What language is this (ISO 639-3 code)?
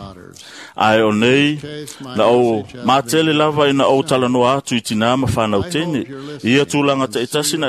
smo